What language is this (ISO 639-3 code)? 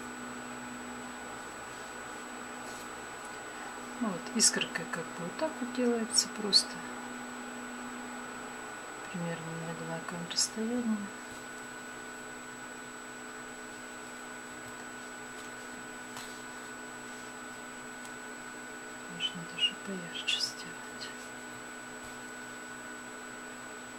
rus